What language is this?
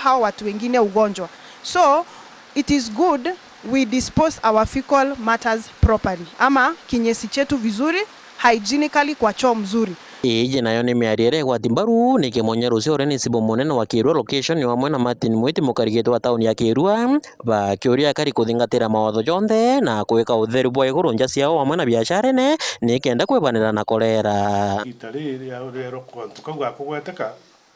Meru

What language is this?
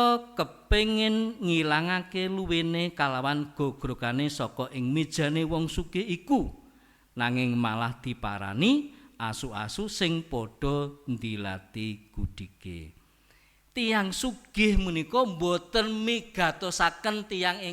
Javanese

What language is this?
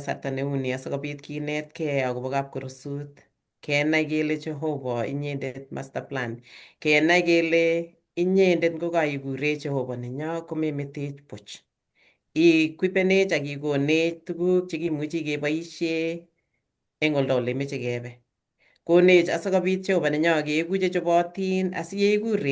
Kalenjin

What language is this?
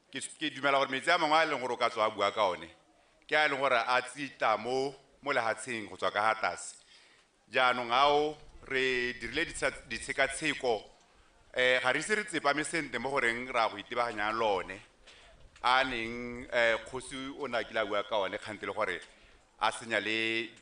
Tswana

